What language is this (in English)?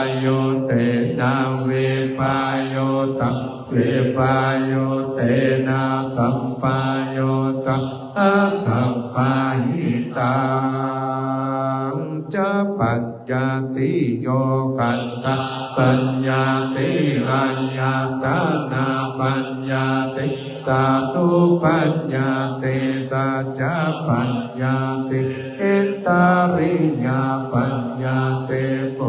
Pali